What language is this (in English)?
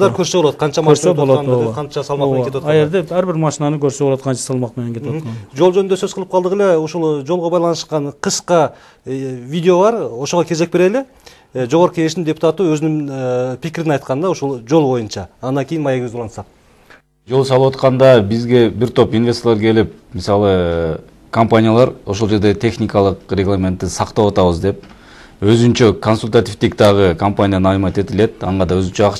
Kyrgyz